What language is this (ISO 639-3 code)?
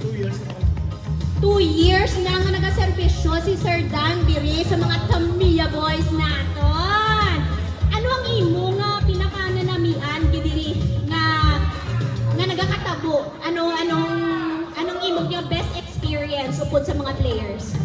hil